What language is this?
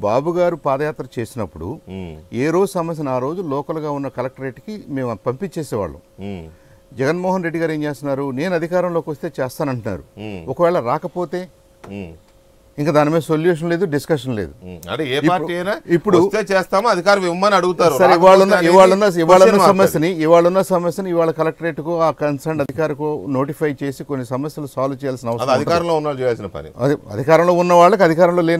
Telugu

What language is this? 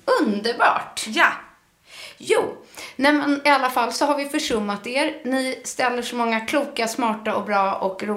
Swedish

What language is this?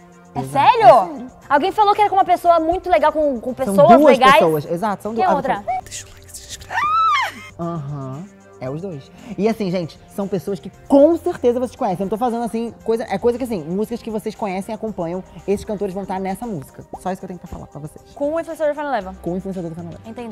Portuguese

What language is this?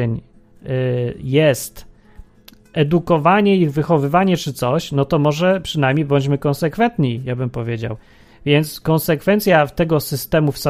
Polish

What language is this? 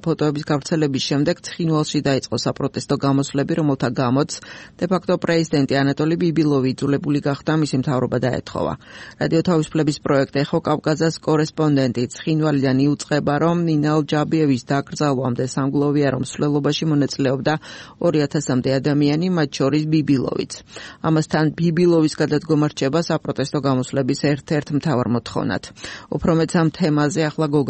Georgian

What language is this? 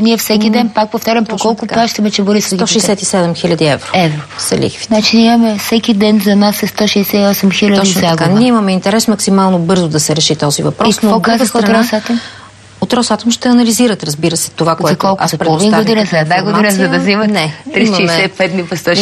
Bulgarian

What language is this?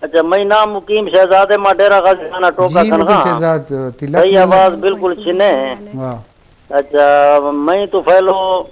Eastern Balochi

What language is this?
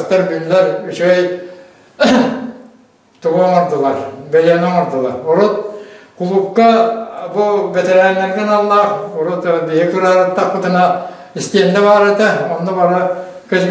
Yakut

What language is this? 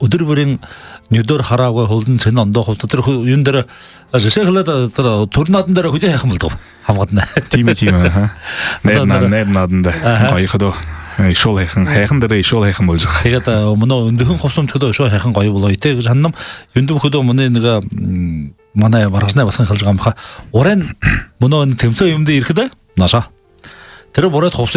Buriat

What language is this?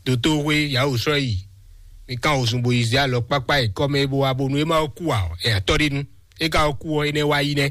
Fon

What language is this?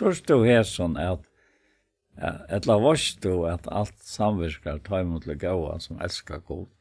Faroese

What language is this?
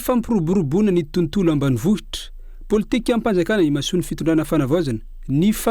Malagasy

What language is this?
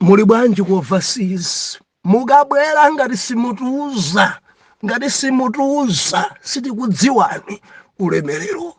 Nyanja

